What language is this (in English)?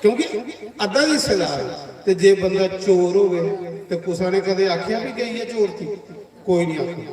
Dogri